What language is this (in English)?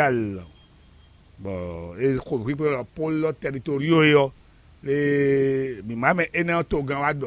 Fon